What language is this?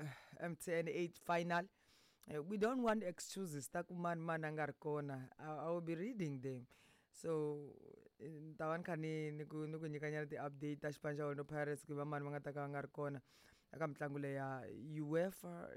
Tsonga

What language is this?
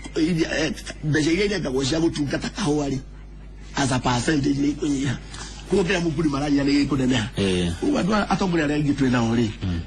Kikuyu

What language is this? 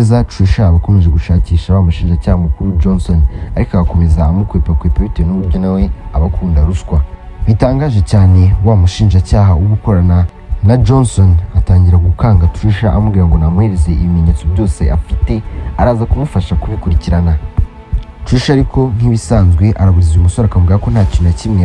Kinyarwanda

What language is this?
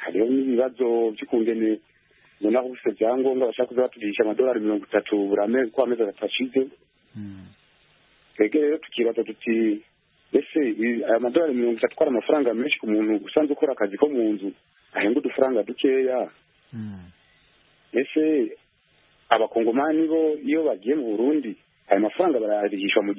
Kinyarwanda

